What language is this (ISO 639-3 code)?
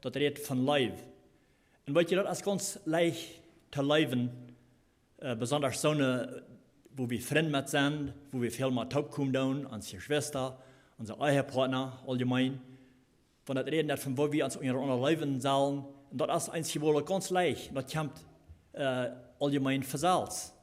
pdt